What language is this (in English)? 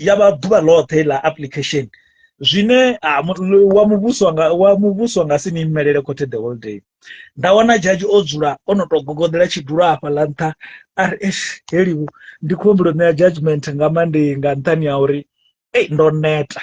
Venda